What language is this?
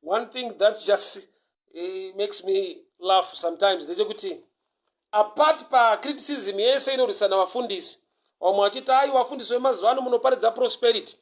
Shona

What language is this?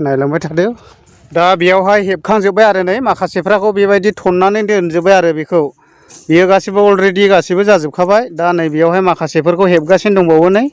Bodo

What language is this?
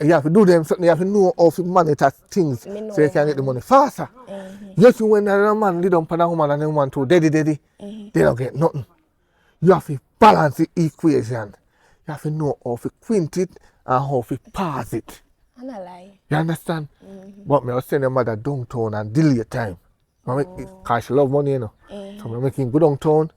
Jamaican Creole English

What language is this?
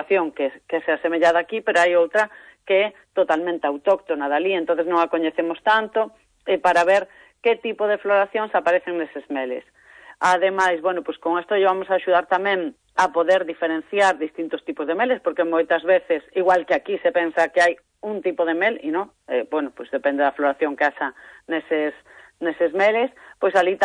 Galician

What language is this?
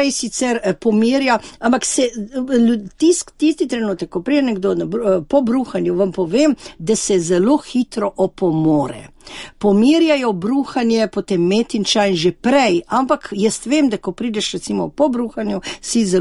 Slovenian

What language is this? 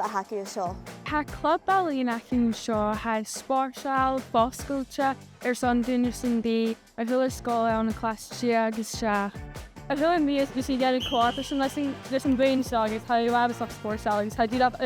Scottish Gaelic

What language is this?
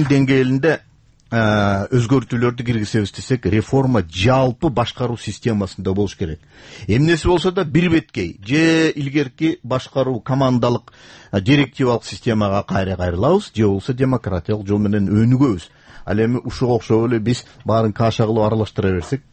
Kyrgyz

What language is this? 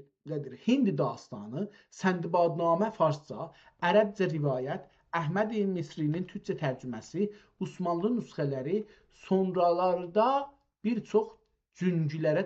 South Azerbaijani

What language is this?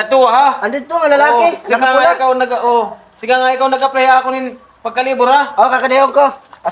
Waray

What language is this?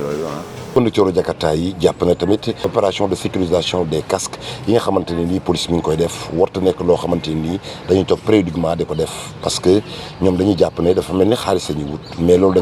Wolof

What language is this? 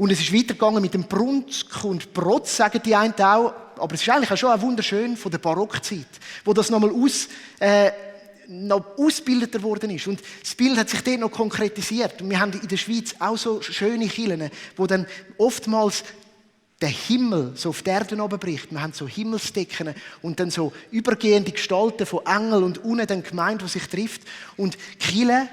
Swiss German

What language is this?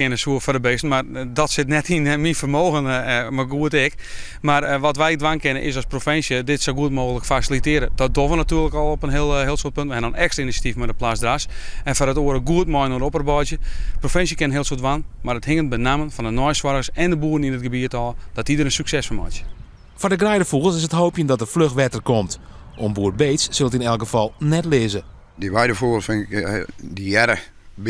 Western Frisian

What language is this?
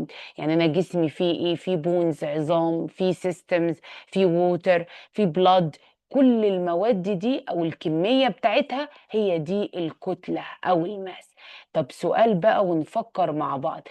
Egyptian Arabic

